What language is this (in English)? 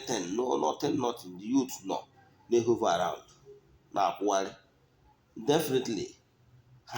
Igbo